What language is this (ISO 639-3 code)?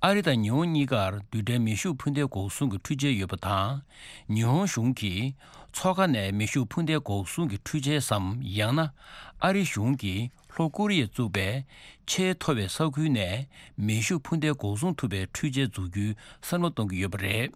bod